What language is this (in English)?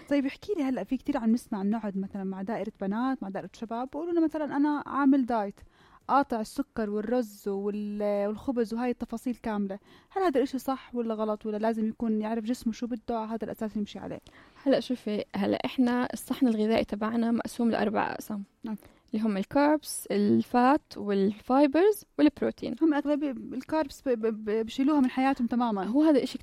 North Levantine Arabic